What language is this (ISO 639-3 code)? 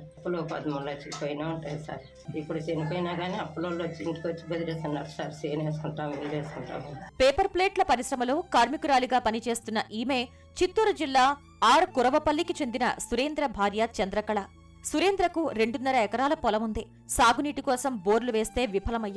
tel